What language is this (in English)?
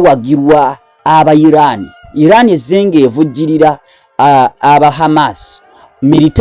Ganda